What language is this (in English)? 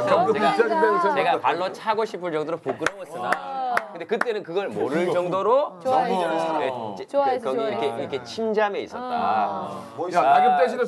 Korean